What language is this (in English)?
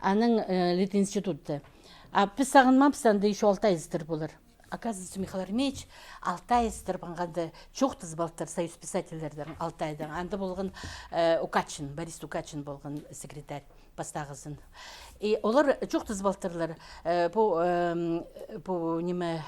Khakas